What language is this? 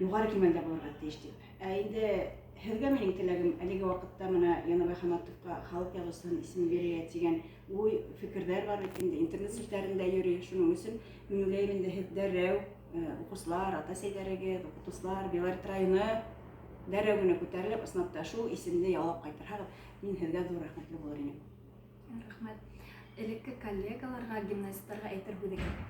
Bashkir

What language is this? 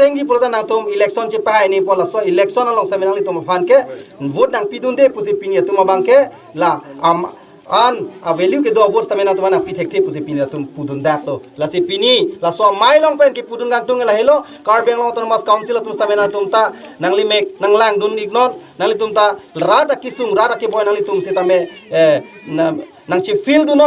Karbi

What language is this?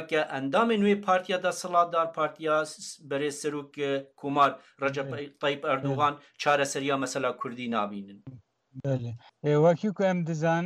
Kurdish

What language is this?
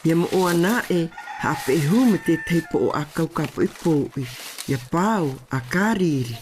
South Marquesan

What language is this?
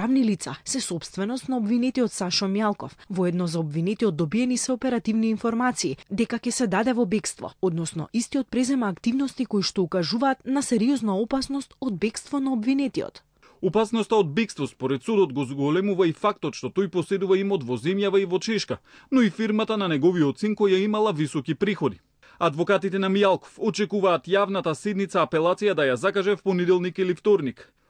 Macedonian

